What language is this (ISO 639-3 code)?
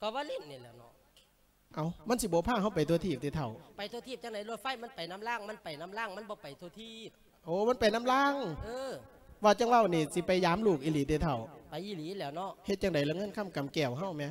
lao